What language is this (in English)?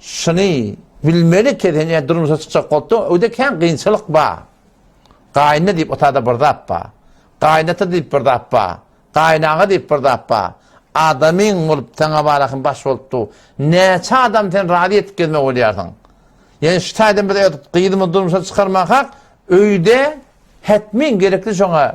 Turkmen